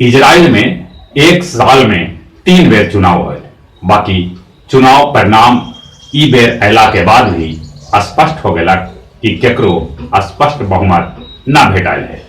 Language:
Magahi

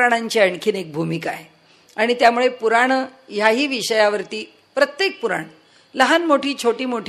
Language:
Marathi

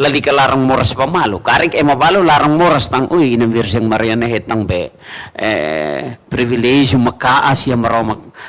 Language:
Tetum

